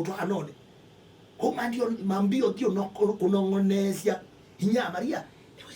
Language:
Kamba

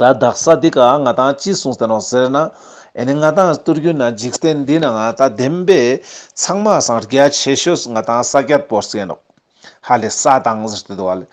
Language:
Ladakhi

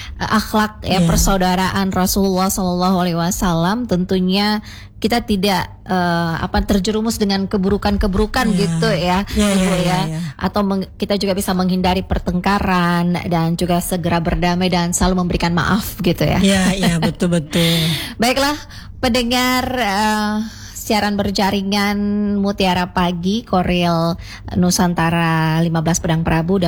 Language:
Indonesian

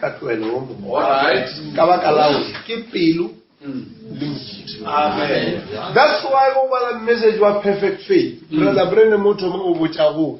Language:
Northern Sotho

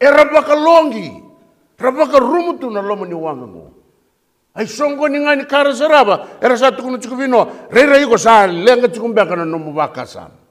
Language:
Fijian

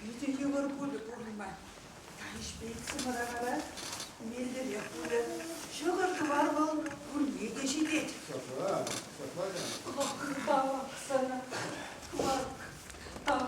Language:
Chuvash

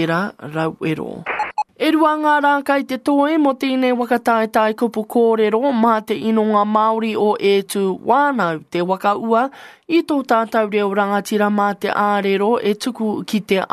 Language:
Māori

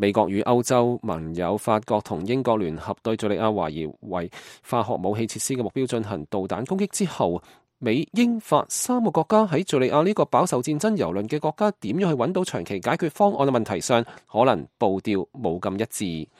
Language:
Cantonese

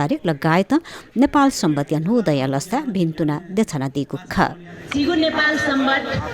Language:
Newari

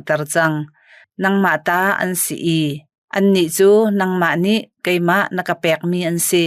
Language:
Hakha Chin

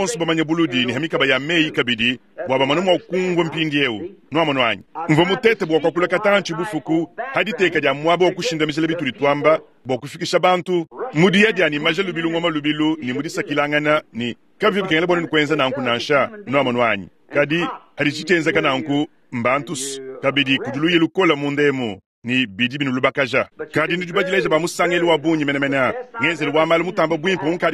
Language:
Luba-Lulua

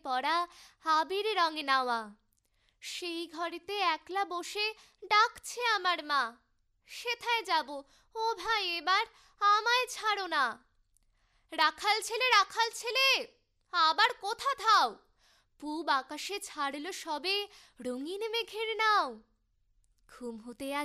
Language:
Bangla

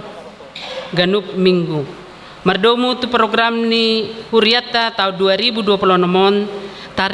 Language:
Batak Toba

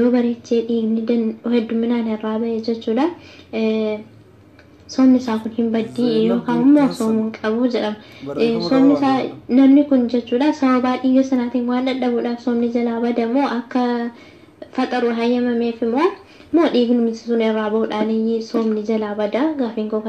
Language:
Oromo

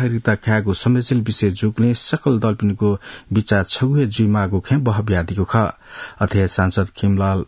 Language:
Newari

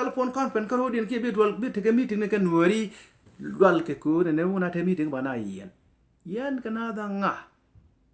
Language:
Nuer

